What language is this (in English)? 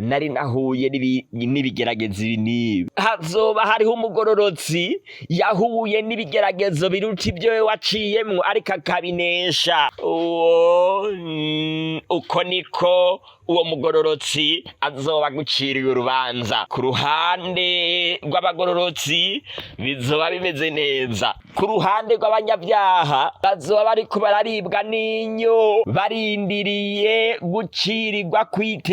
Rundi